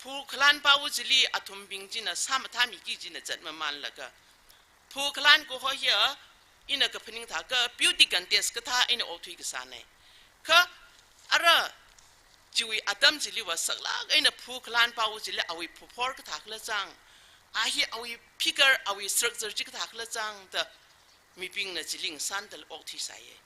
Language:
Tangkhul Naga (India)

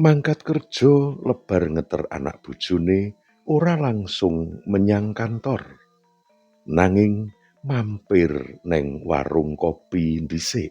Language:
Javanese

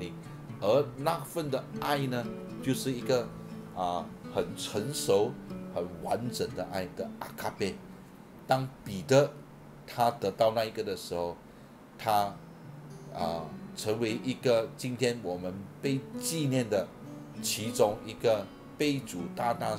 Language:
Chinese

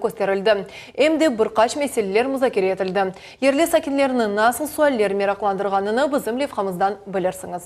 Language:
Crimean Tatar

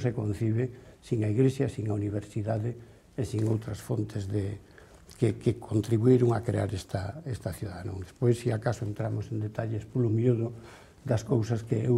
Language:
Galician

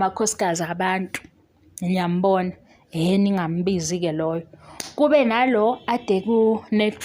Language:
Zulu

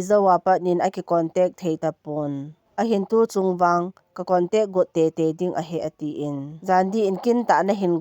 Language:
Thado Chin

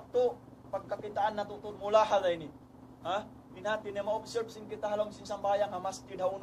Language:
Tausug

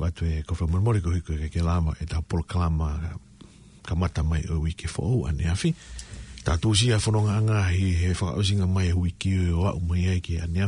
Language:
Tongan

